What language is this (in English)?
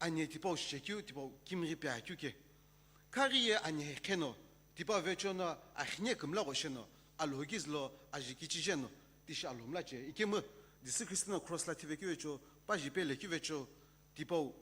Sumi Naga